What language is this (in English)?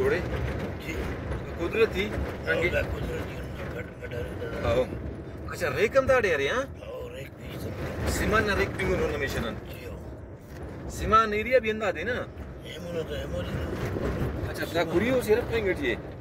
Brahui